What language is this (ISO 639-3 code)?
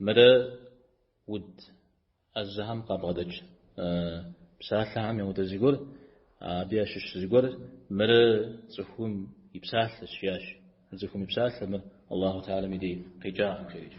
kbd